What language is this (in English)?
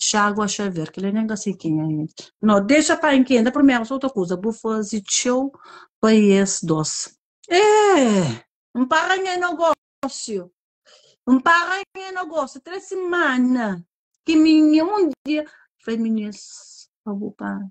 Kabuverdianu